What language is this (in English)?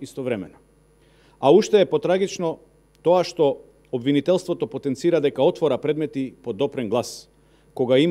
Macedonian